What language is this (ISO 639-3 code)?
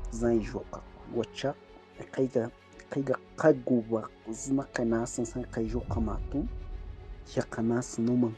kog